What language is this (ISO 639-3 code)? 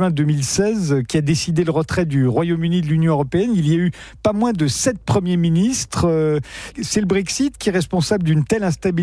fra